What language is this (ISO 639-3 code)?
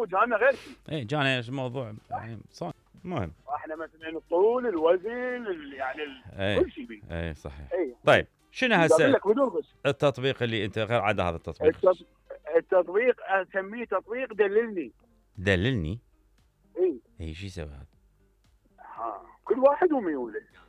acm